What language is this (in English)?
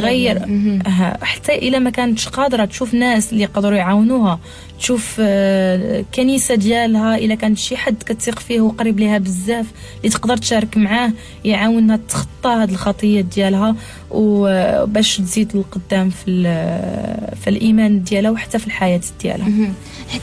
Moroccan Arabic